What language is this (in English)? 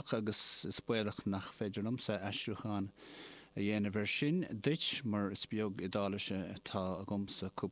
Irish